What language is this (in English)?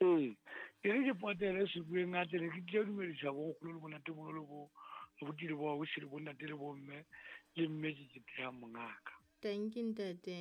Southern Sotho